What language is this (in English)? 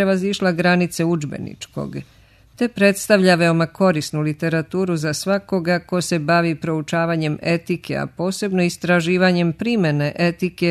Serbian